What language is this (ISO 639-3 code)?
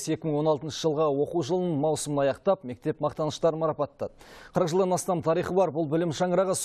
kaz